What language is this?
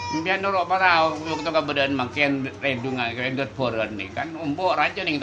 Madurese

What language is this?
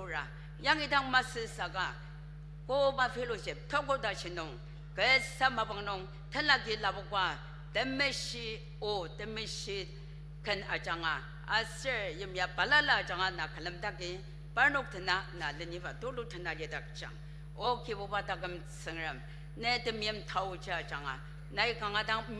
Ao Naga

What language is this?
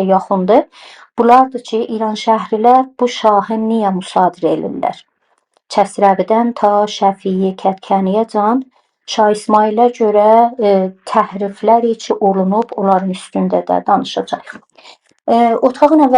South Azerbaijani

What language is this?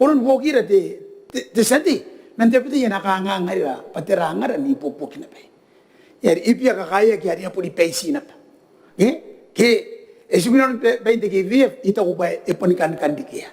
Gilbertese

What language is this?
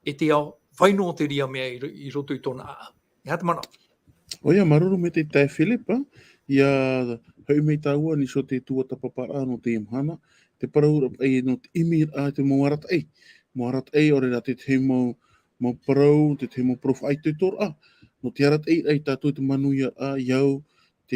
Tahitian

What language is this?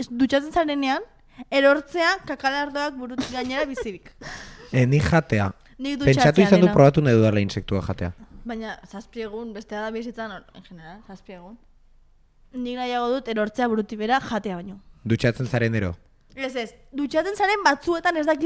Basque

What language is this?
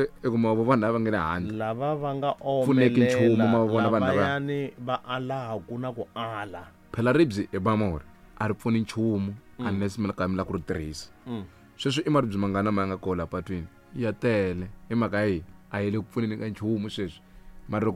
Tsonga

